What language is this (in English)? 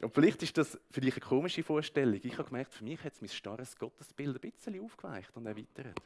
Swiss German